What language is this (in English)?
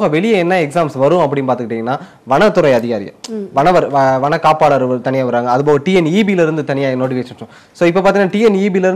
Tamil